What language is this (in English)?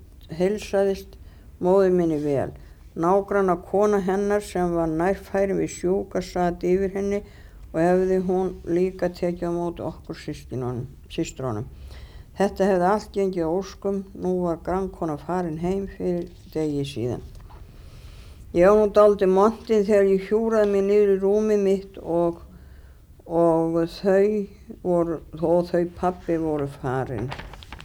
Icelandic